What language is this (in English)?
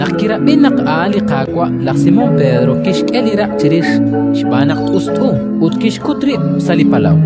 Kekchí